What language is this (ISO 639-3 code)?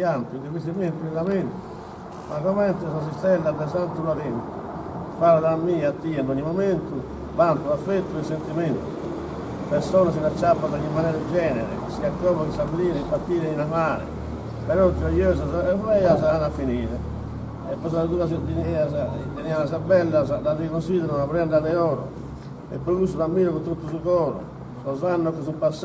srd